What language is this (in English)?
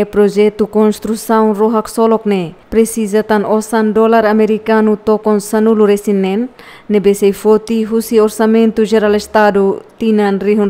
Tetum